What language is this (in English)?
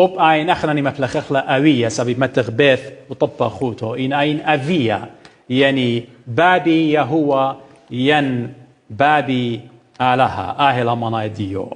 Assyrian Neo-Aramaic